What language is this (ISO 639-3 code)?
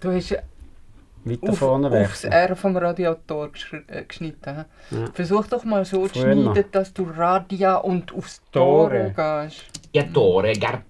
gsw